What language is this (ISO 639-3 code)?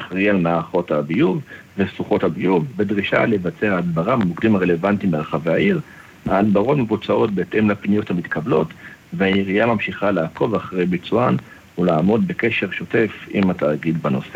heb